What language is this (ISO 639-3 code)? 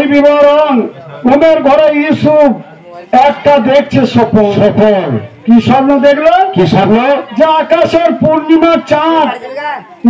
ben